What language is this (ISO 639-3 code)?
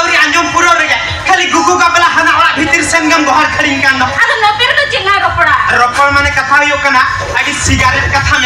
sat